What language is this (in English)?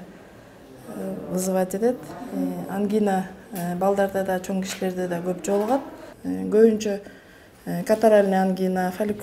Kyrgyz